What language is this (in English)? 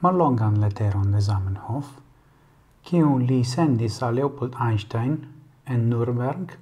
Esperanto